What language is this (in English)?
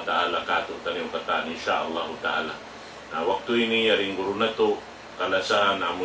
Tausug